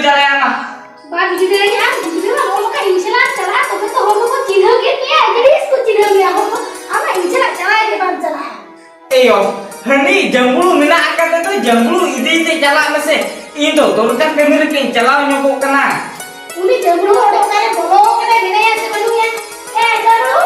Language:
Santali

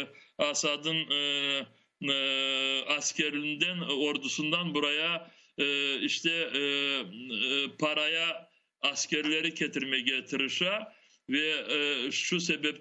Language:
Crimean Tatar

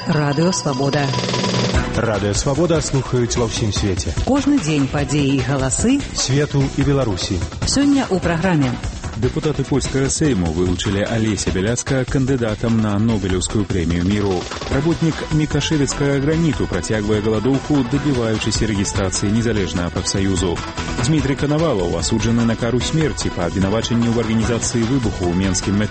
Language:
Belarusian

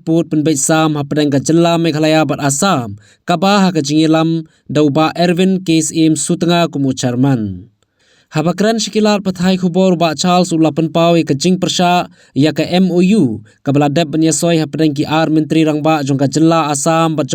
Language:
Khasi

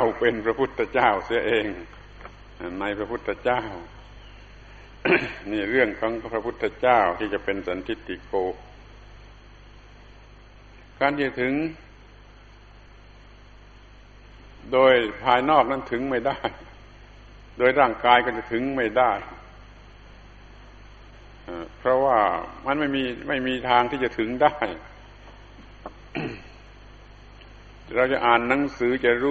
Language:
Thai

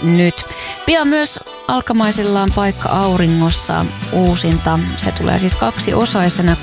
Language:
Finnish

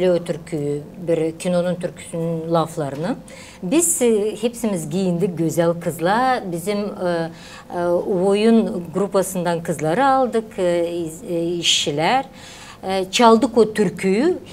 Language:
Gagauz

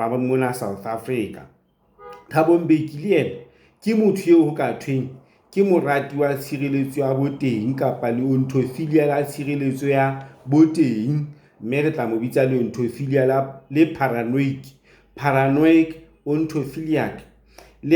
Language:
Southern Sotho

